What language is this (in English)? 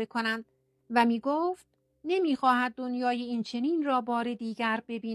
Persian